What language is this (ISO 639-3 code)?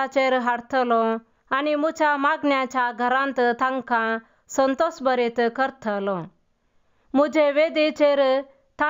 kok